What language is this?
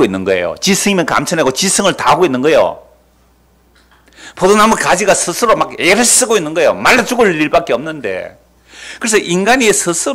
Korean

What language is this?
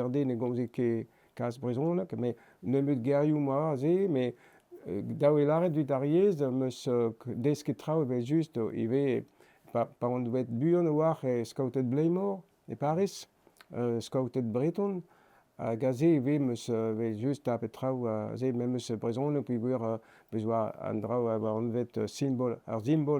Breton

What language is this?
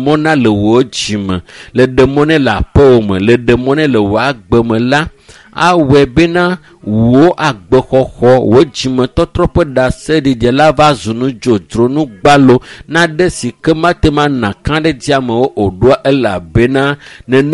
Ewe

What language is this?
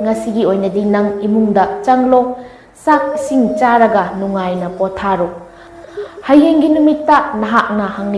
Manipuri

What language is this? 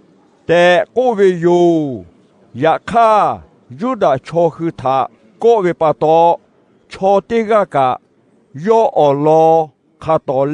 Lahu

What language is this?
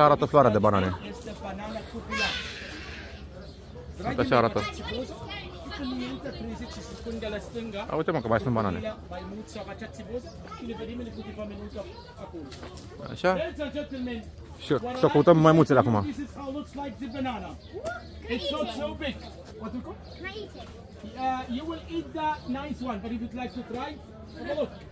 Romanian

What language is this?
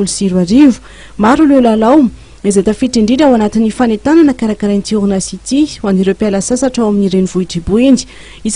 Malagasy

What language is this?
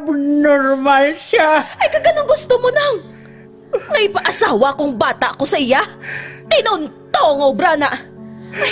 Hiligaynon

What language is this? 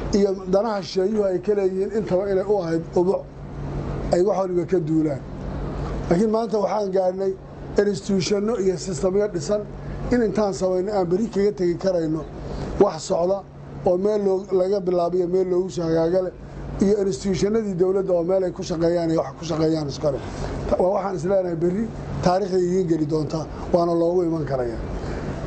Somali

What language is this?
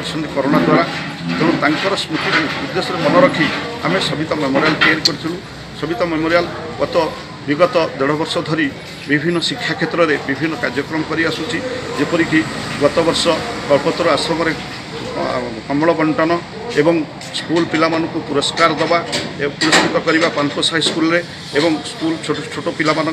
Odia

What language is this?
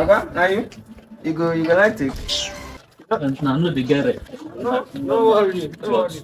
Nigerian Pidgin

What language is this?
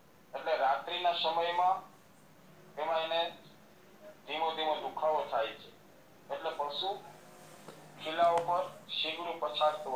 Gujarati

